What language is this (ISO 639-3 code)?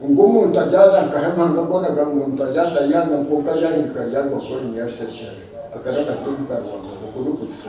nyn